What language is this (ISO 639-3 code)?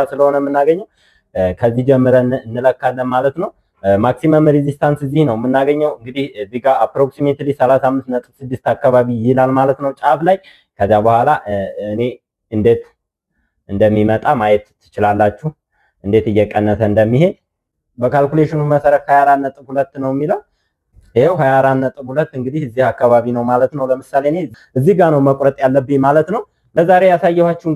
amh